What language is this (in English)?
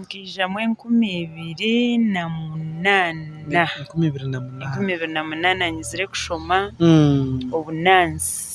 Nyankole